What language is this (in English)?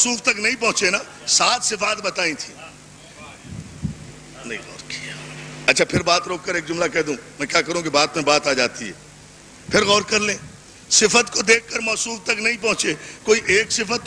Urdu